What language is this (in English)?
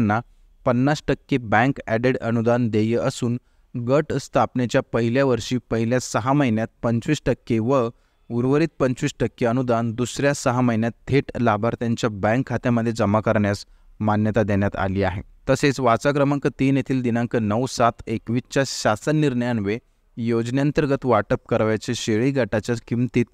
Marathi